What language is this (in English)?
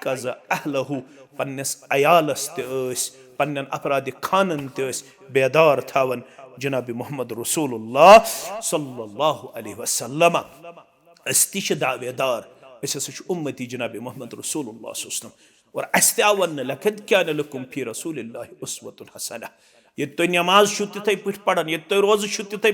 Kashmiri